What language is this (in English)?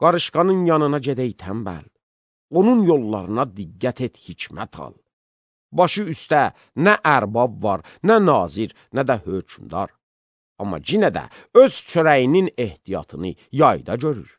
Azerbaijani